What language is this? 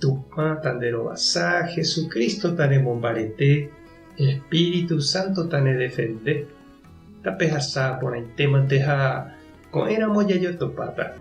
Guarani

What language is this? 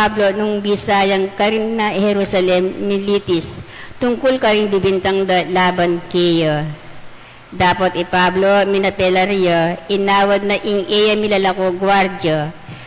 Pampanga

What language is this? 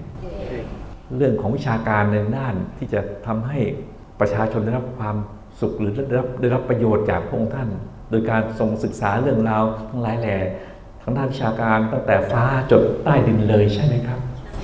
Thai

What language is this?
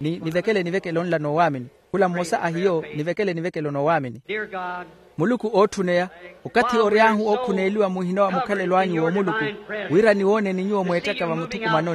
Makhuwa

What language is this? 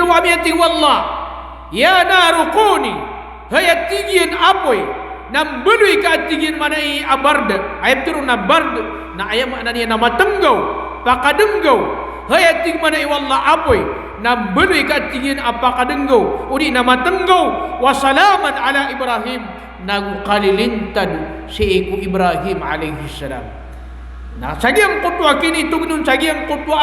Maranao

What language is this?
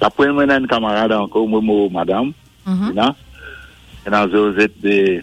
Morisyen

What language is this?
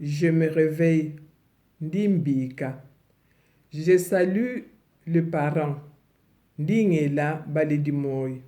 Luba-Lulua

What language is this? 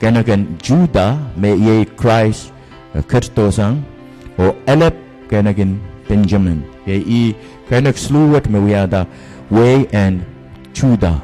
Pohnpeian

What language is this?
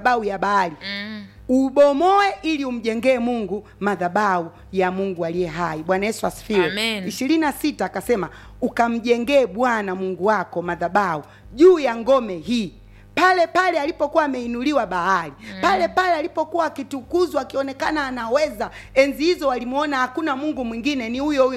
Swahili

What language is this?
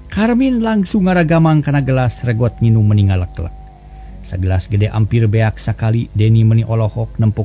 Sundanese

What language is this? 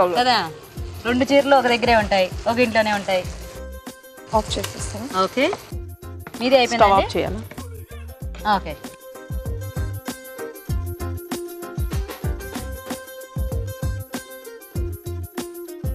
Telugu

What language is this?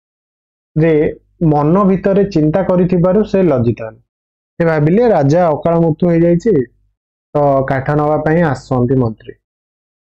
Odia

